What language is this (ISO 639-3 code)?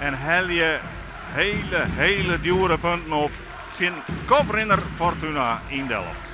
fry